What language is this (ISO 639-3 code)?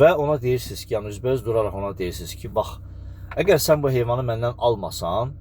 aze